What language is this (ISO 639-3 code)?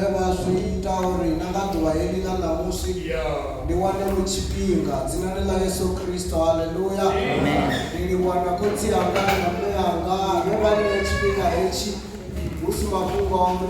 ven